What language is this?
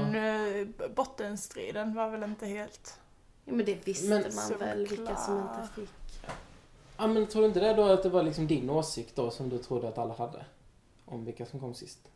Swedish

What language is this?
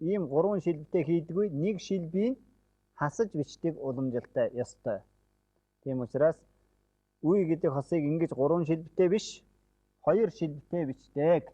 Mongolian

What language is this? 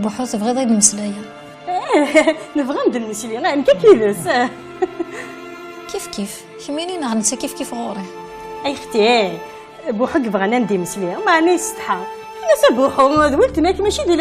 Kabyle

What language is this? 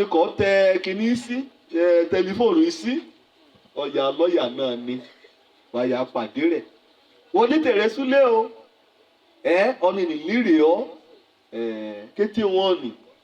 Yoruba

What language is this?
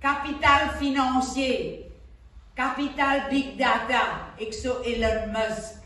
Morisyen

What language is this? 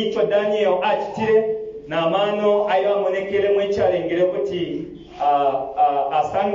Bemba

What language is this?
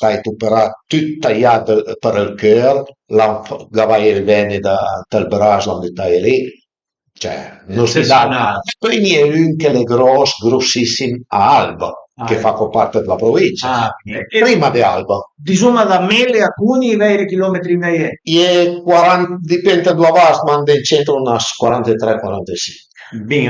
Piedmontese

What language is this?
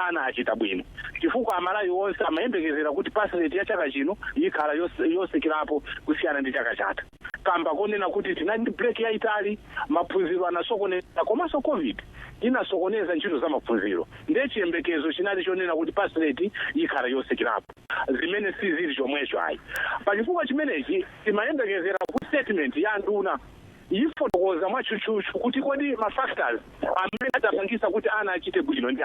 Nyanja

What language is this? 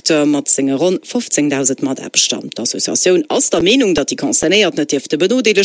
Luxembourgish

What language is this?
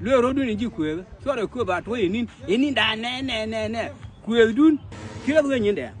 Nuer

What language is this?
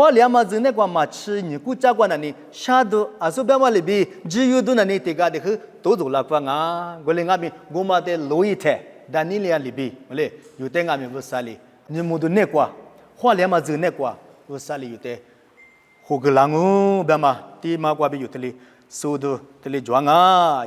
Lisu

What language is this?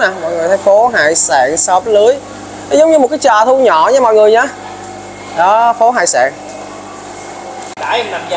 Vietnamese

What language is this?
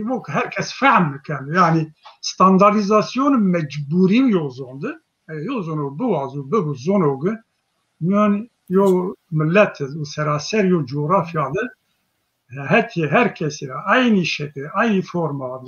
Zaza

